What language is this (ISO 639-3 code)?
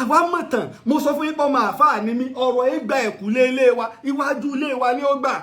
yor